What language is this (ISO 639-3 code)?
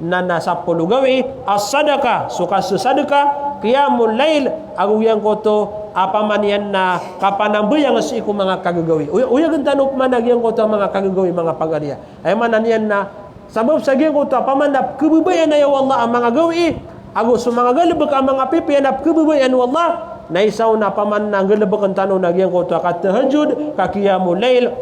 mrw